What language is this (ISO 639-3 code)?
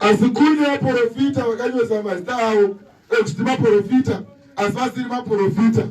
sna